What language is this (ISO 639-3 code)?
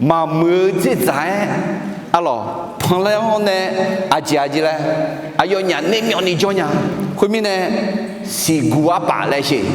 ahk